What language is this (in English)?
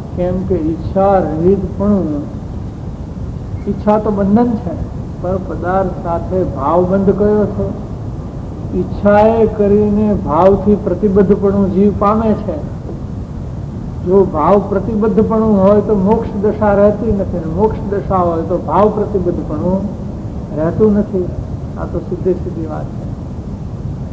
Gujarati